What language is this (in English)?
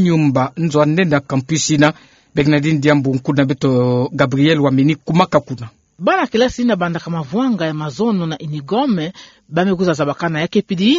Kituba (Democratic Republic of Congo)